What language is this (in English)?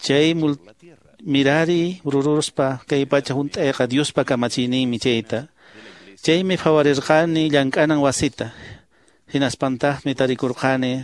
Quechua